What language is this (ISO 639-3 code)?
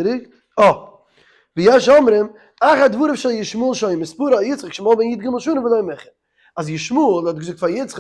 yid